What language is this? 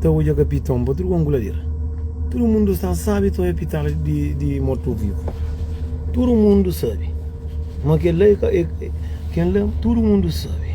Kabuverdianu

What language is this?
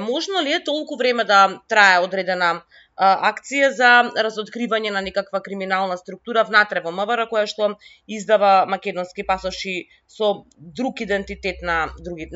Macedonian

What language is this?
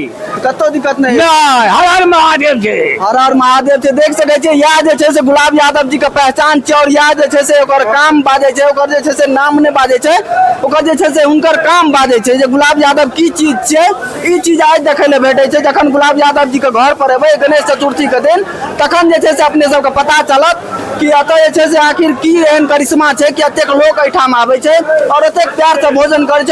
Maithili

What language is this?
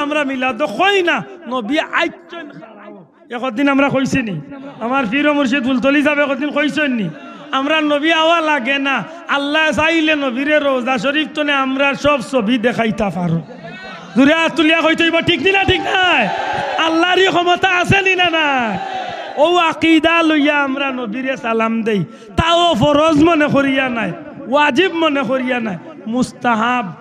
Sylheti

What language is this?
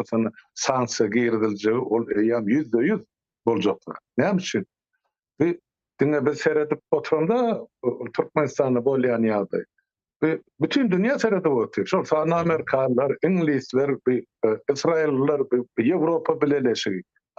Turkmen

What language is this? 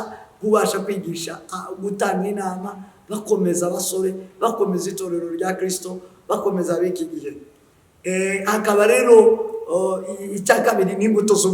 Kinyarwanda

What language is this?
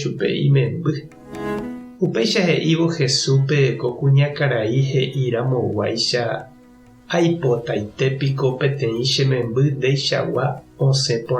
Guarani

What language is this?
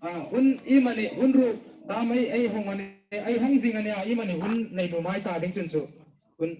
Hmar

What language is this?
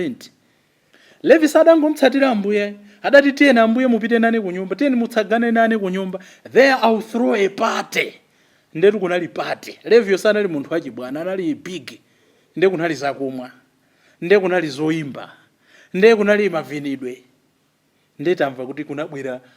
Nyanja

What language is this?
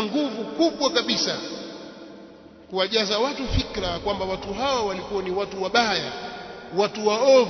Swahili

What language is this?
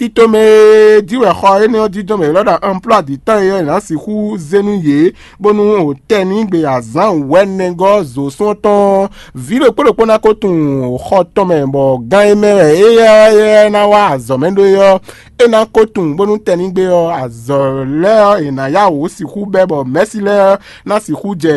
Fon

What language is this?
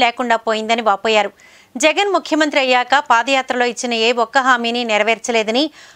Telugu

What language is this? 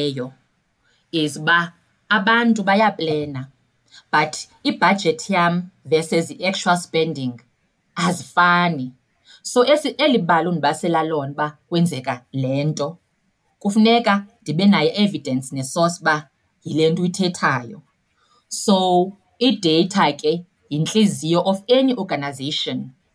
Xhosa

